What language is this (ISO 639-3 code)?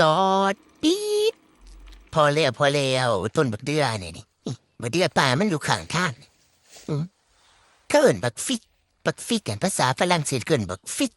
tts